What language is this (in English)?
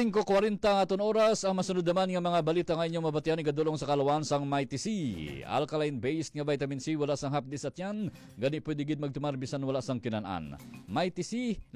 Hiligaynon